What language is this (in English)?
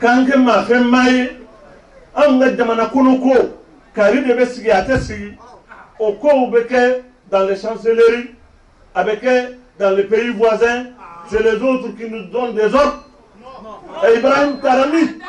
Bambara